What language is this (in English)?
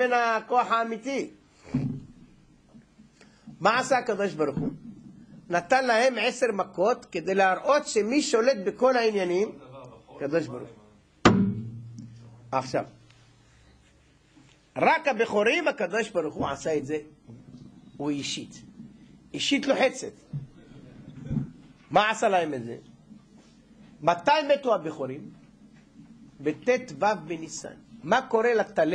Hebrew